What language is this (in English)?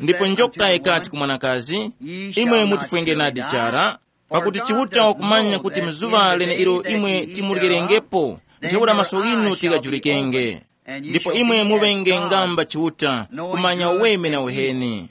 Tumbuka